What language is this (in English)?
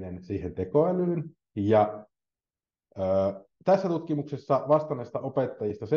Finnish